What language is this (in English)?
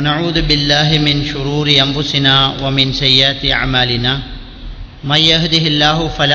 Tamil